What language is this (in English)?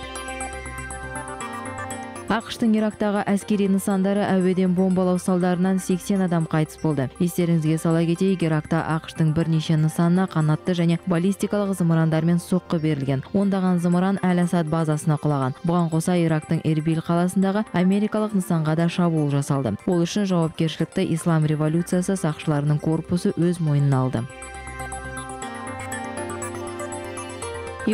Kazakh